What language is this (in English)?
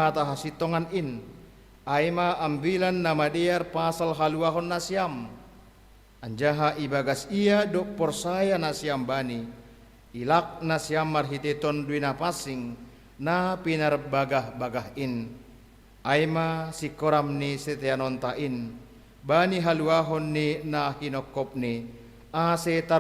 Batak Simalungun